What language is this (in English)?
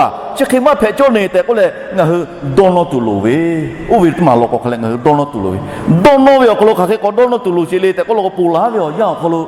Lahu